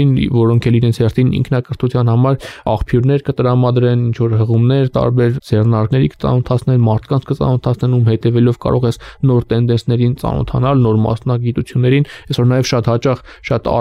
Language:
Armenian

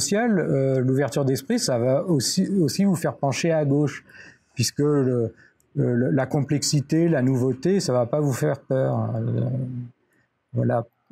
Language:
French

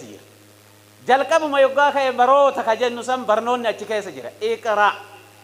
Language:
Oromo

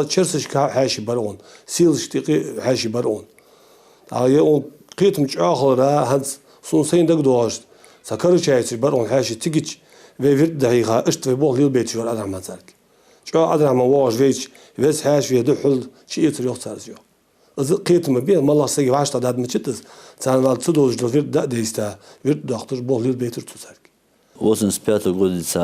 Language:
Ingush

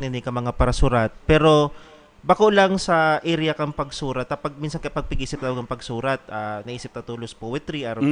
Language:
Bikol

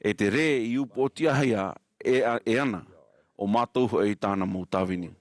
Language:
Tahitian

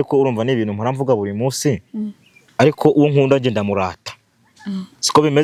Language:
Kinyarwanda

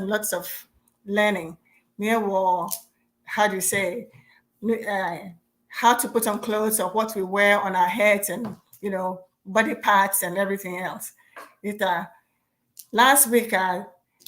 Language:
Ewe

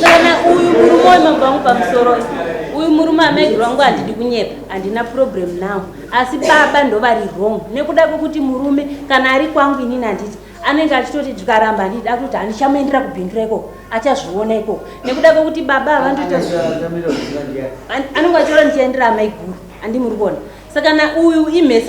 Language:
Shona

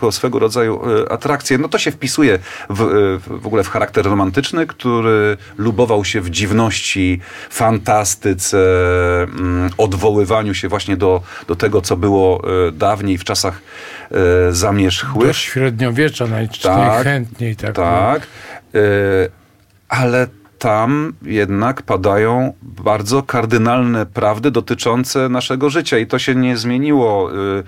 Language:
Polish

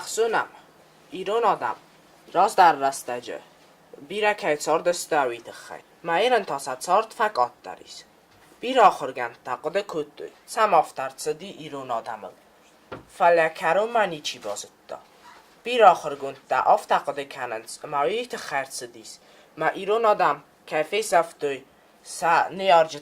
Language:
Ossetic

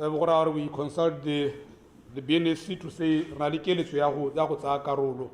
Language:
Tswana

